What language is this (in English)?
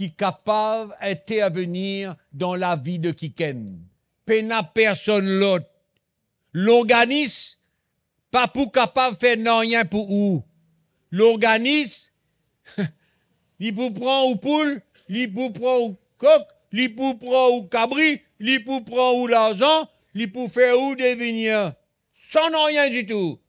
Morisyen